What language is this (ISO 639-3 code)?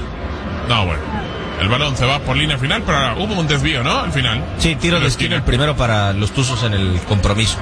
spa